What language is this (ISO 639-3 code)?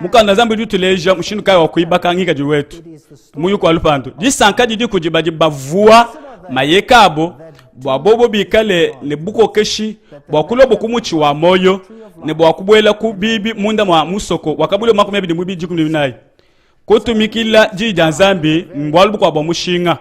lua